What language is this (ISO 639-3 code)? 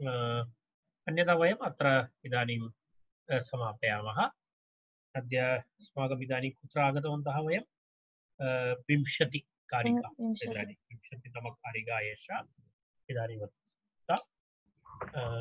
san